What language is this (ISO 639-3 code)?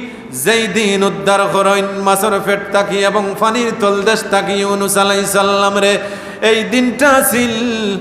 syl